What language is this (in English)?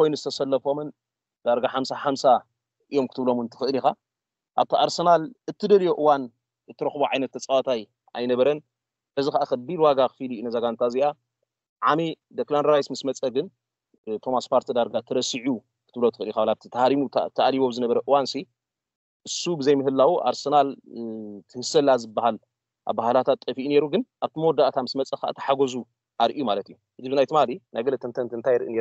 Tigrinya